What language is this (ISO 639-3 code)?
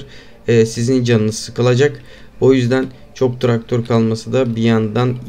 tur